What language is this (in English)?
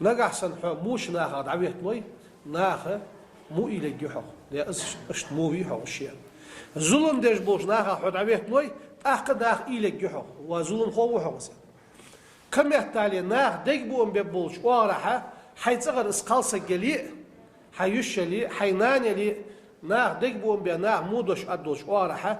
Ingush